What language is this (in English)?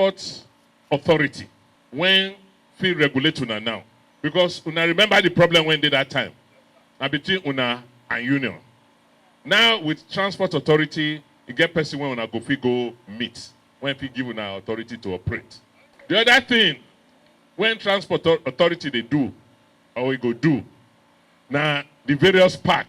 Nigerian Pidgin